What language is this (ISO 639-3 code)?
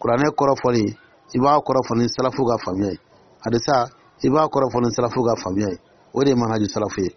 dyu